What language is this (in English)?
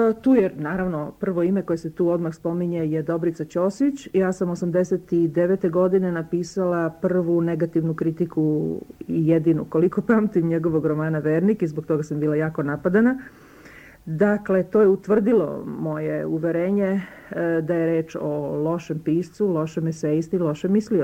Serbian